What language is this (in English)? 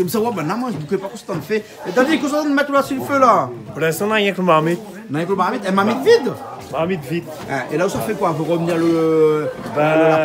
Réunion Creole French